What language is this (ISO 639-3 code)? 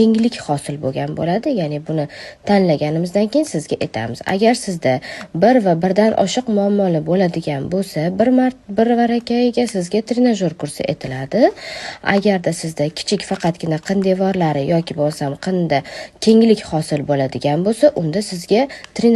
uzb